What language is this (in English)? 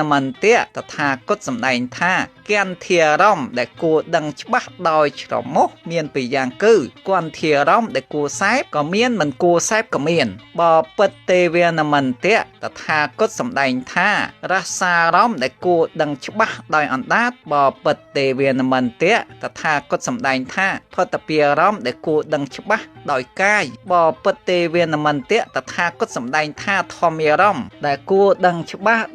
Khmer